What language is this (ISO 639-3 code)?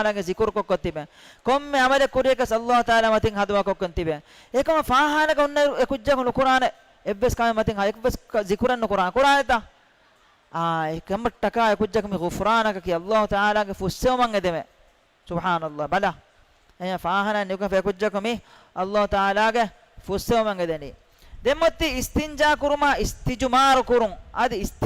div